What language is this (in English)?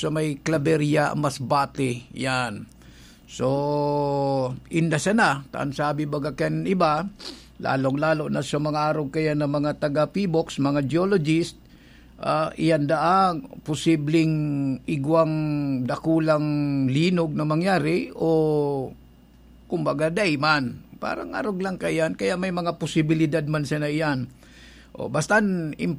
Bikol